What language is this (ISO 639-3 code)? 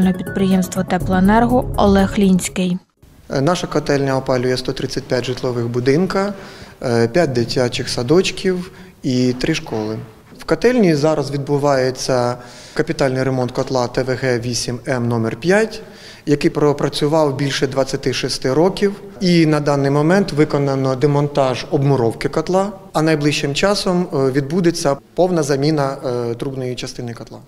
ukr